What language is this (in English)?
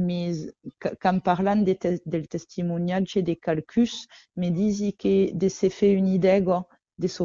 Occitan